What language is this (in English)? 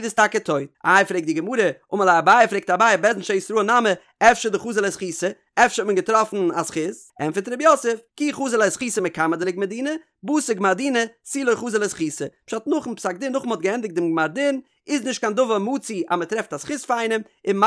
Yiddish